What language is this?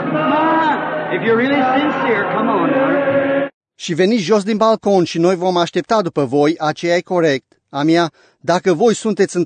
Romanian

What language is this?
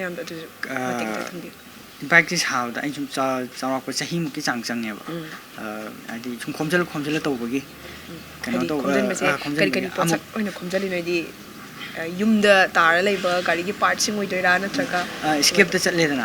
Manipuri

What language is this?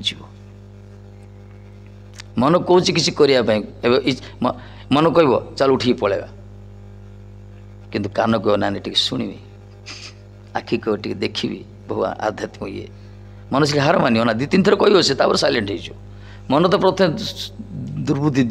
Odia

